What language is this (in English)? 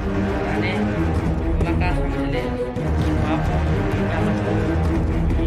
Chhattisgarhi